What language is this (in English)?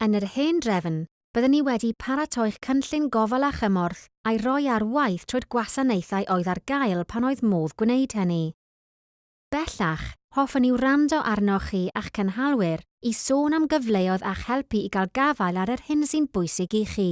Welsh